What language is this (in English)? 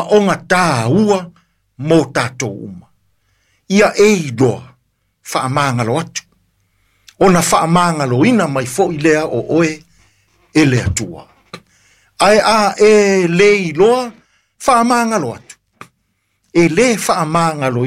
Samoan